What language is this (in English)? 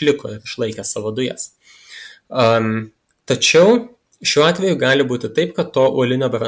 Lithuanian